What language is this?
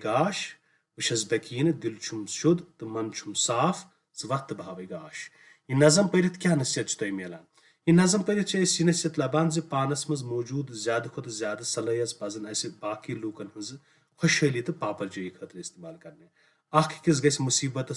Kashmiri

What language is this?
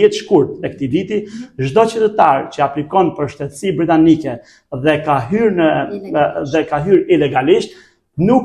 Albanian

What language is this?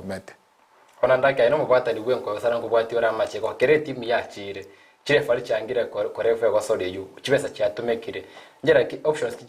Gusii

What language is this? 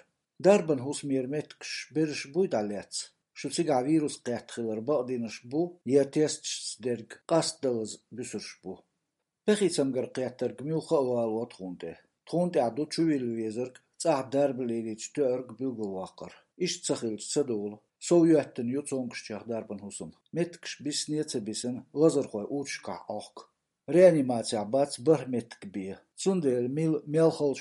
Latvian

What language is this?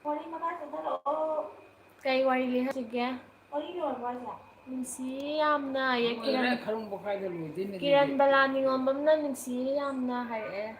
Manipuri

